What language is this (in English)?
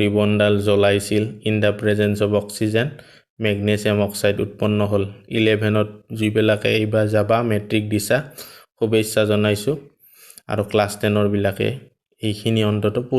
Assamese